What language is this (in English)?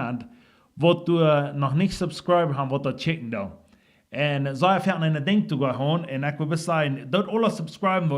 Plautdietsch